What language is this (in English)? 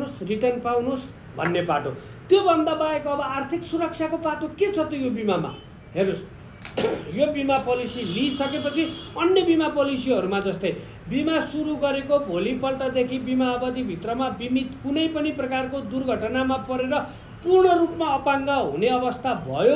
Nepali